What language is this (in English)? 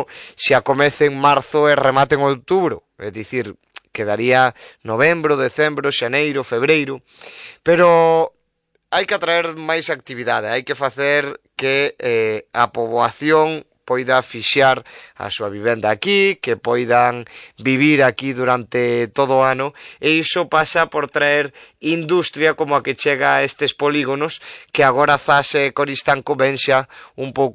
Galician